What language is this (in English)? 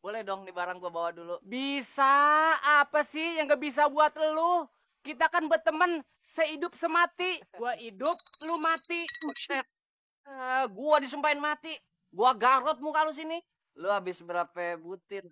Betawi